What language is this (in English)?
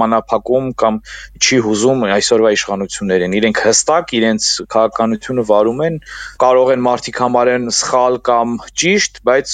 Armenian